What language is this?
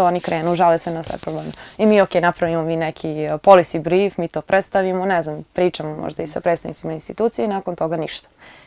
Croatian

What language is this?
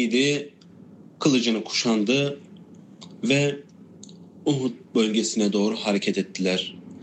Turkish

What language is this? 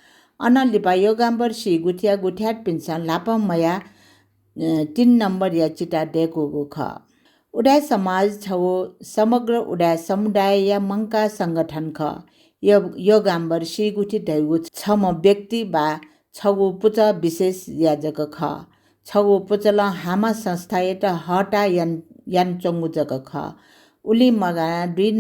Newari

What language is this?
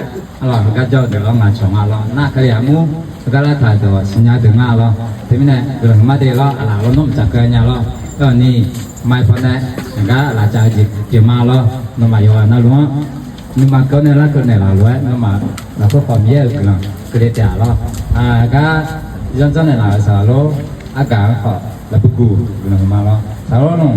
Akha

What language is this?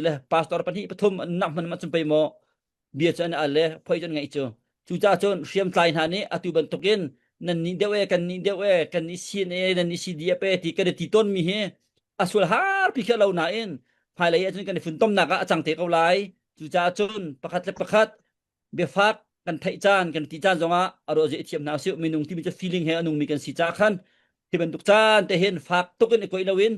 Hakha Chin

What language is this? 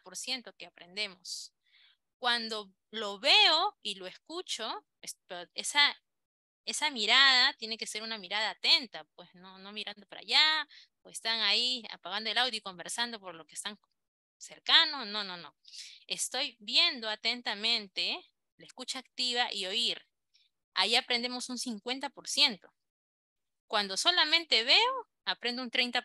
Spanish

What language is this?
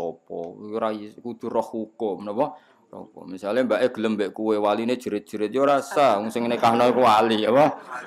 Javanese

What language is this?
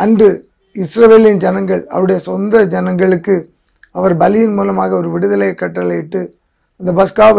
Tamil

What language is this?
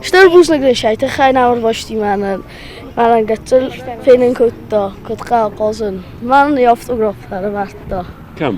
Ossetic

